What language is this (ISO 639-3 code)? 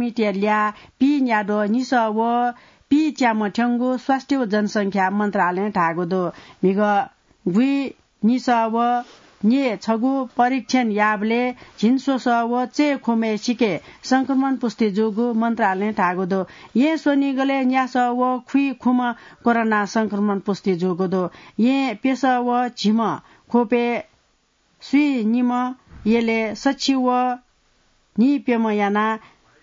new